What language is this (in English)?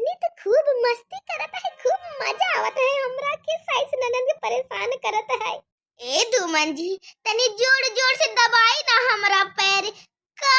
Bhojpuri